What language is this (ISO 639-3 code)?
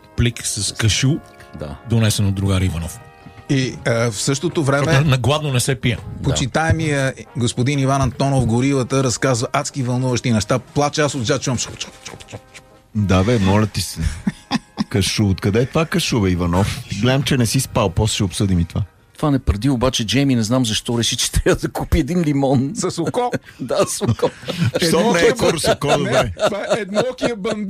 bul